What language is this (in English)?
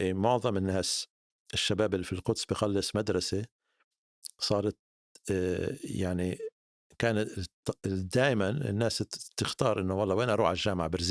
North Levantine Arabic